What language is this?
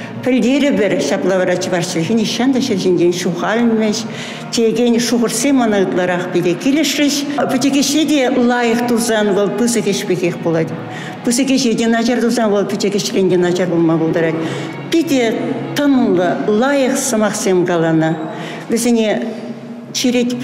Chuvash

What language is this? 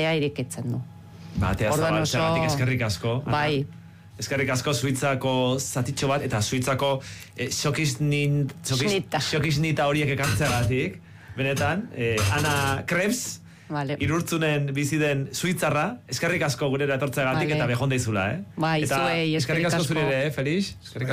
Basque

